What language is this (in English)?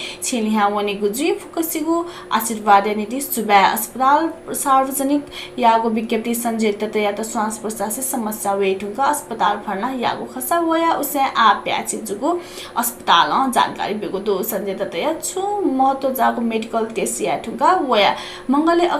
Newari